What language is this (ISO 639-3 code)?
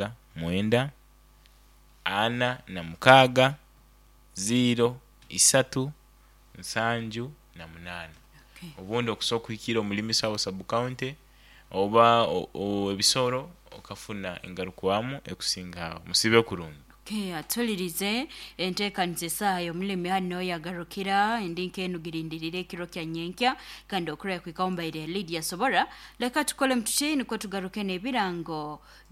nyo